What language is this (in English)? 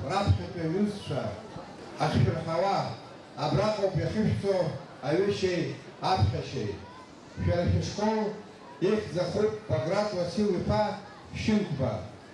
Abkhazian